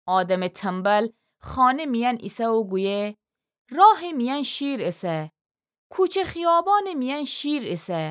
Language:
Gilaki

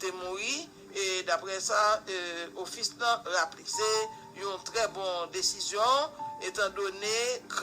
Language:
Haitian Creole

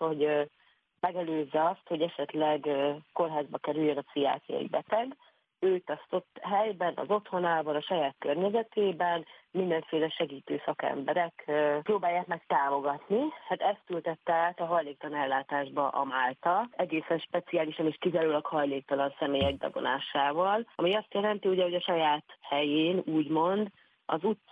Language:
Hungarian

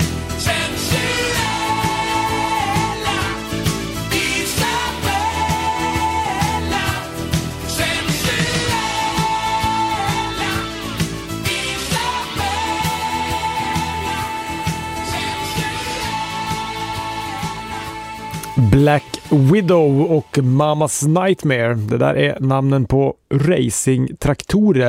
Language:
Swedish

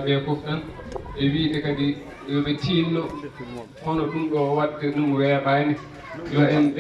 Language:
Fula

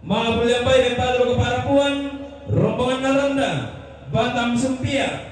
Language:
Toraja-Sa'dan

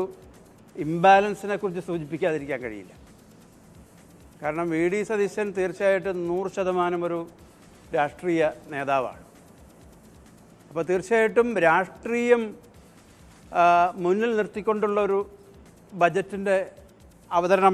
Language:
Malayalam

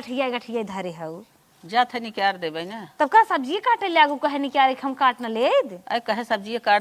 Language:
Awadhi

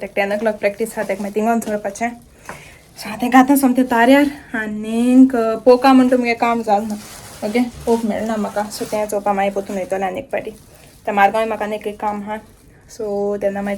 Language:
Konkani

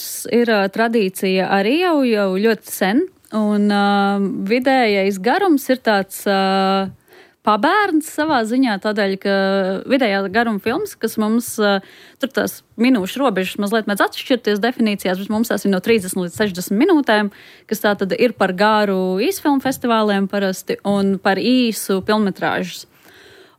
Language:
Latvian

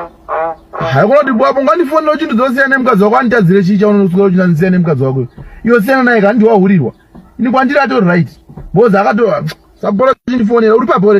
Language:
Shona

